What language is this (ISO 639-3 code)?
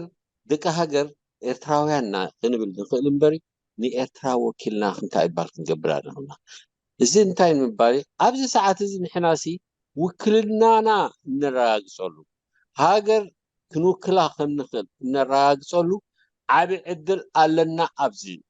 tir